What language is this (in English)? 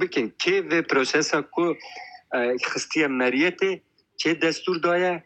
Kurdish